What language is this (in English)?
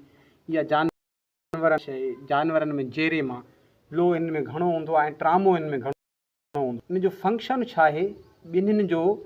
Sindhi